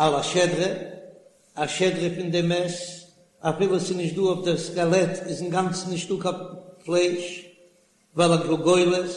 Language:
Yiddish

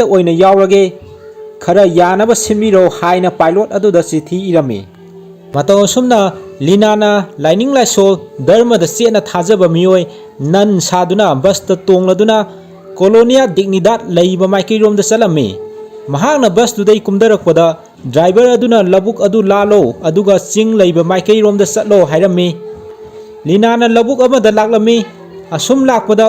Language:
Manipuri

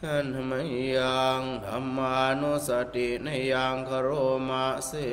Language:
Pali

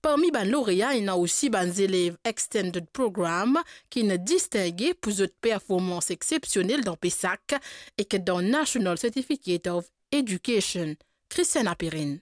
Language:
Morisyen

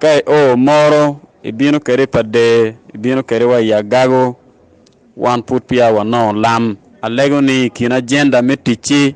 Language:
Acoli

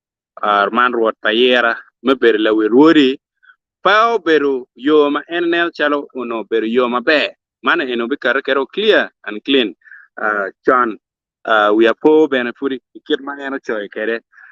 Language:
Acoli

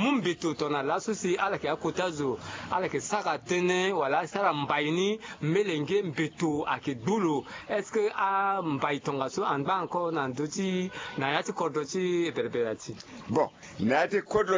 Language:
Sango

